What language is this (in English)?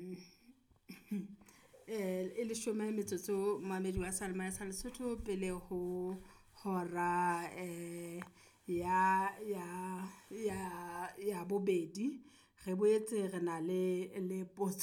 Southern Sotho